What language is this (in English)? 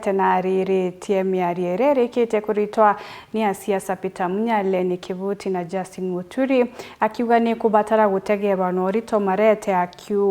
Meru